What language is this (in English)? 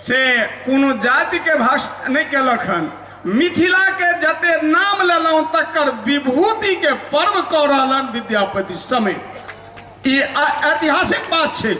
Maithili